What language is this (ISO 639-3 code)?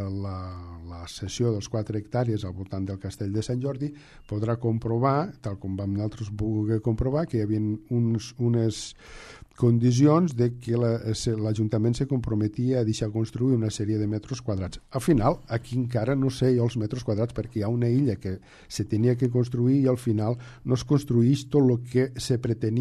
cat